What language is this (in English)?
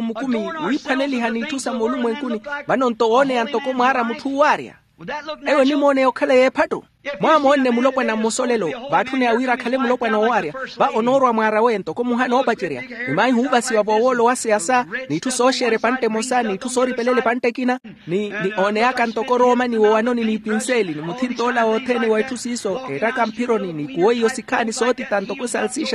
Makhuwa